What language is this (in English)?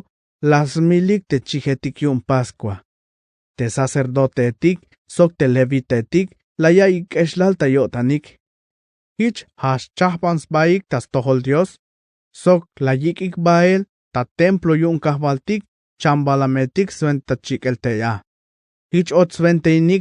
Tzeltal